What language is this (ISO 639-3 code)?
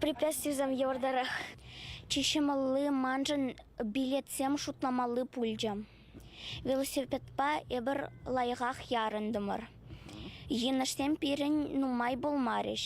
chv